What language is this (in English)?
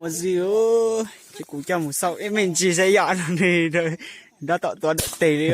Hmong